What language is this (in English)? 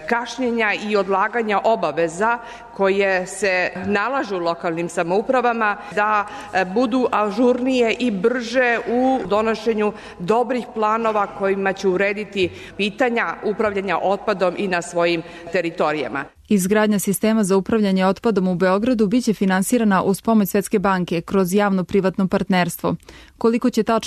Serbian